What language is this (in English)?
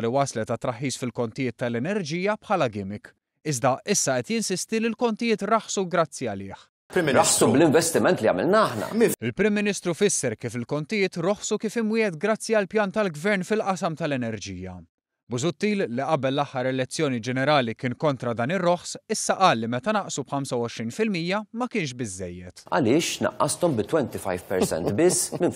Maltese